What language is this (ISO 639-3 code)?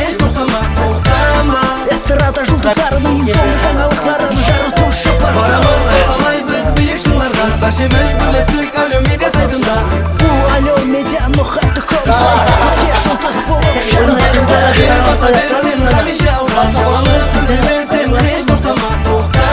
kaa